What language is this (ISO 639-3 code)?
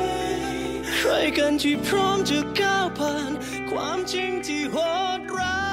tha